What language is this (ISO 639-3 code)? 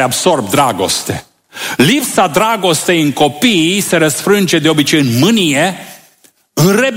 ron